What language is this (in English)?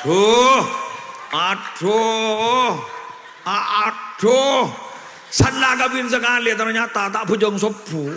Madurese